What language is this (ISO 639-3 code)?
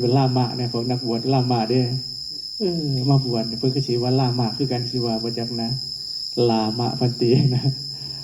tts